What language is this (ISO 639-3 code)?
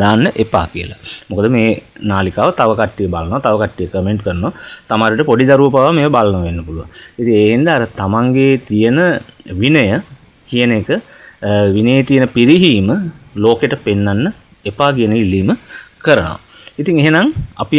sin